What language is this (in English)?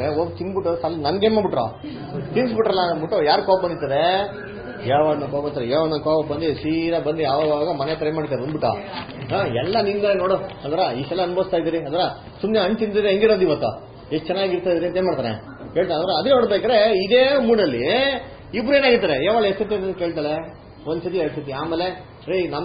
Kannada